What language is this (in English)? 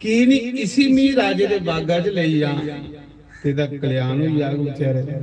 Dogri